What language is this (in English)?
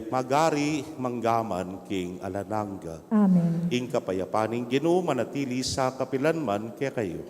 Pampanga